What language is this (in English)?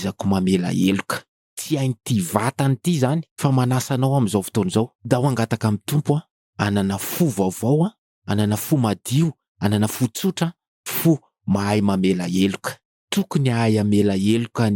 Malagasy